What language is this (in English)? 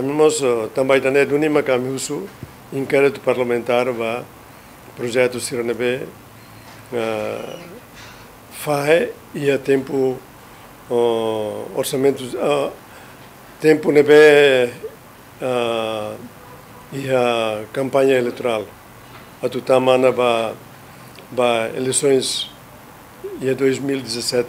Tetum